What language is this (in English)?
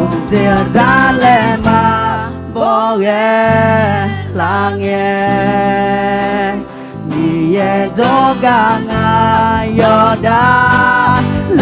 Akha